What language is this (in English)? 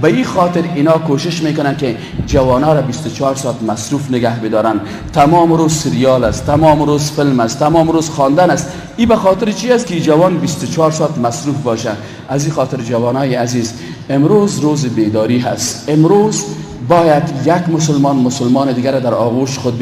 Persian